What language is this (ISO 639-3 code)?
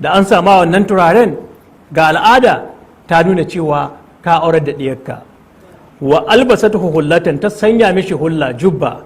hau